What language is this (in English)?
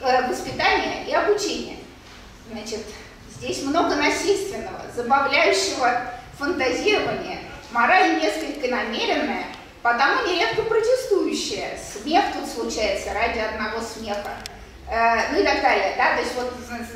Russian